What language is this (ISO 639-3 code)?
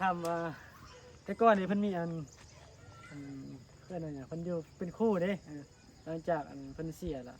tts